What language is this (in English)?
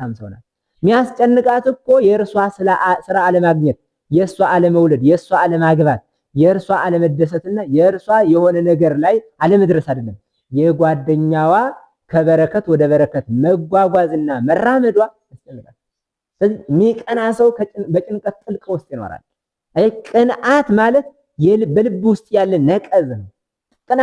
Amharic